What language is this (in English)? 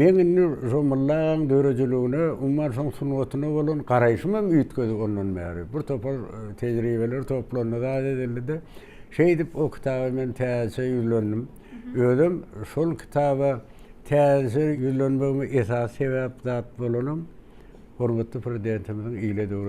Turkmen